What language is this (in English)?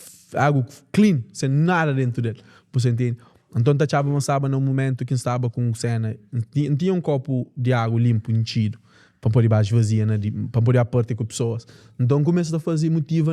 Kabuverdianu